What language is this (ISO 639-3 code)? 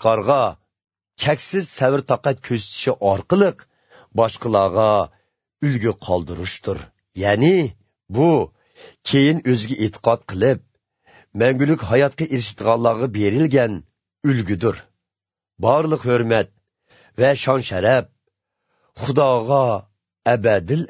uig